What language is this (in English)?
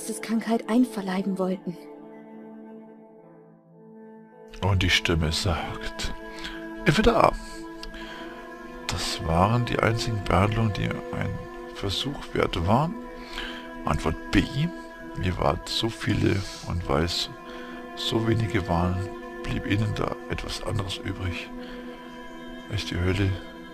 German